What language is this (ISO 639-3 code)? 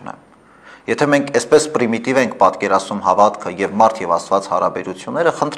hye